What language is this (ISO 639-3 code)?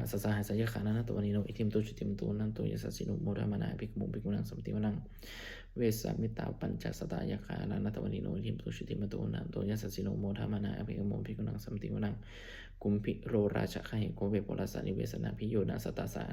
pli